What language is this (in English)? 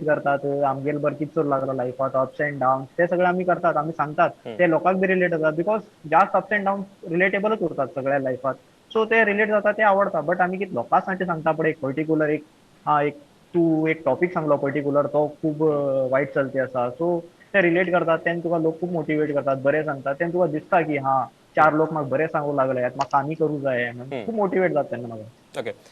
Konkani